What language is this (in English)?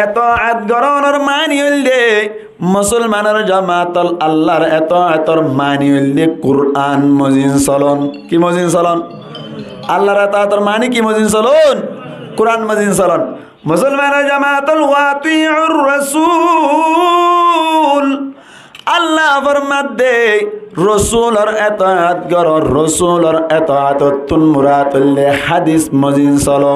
Rohingya